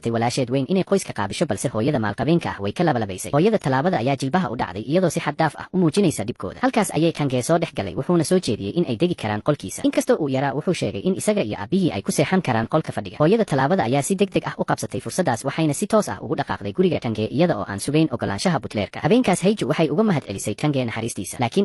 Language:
Somali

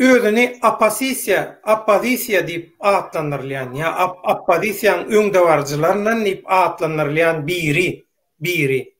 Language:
Turkmen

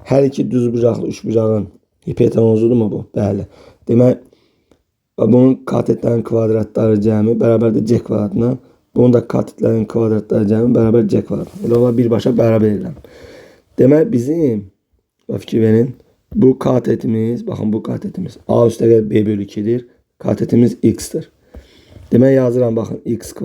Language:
Azerbaijani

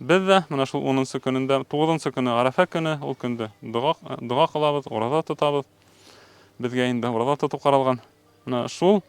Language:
Bashkir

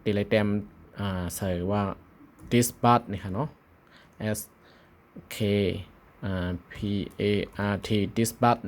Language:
Shan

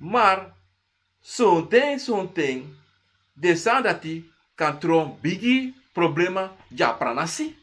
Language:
Sranan Tongo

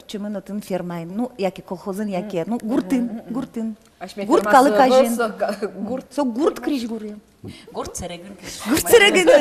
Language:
Udmurt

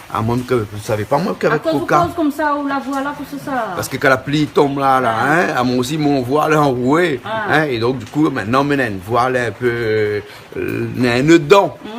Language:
Réunion Creole French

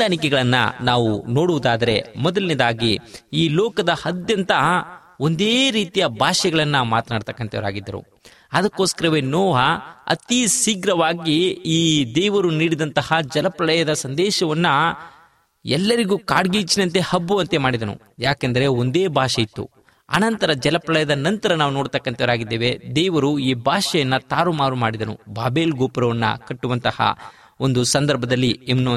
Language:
Kannada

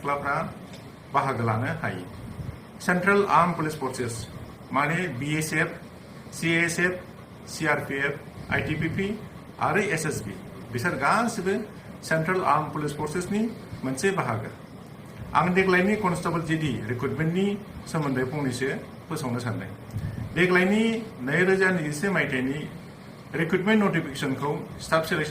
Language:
Bodo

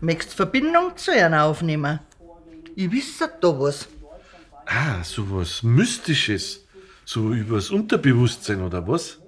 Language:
Bavarian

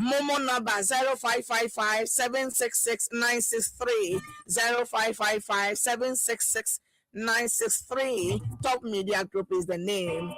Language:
Ewe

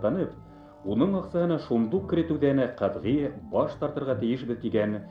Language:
Bashkir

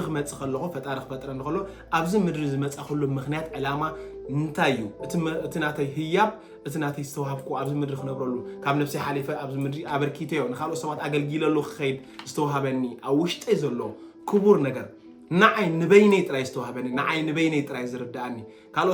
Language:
Tigrinya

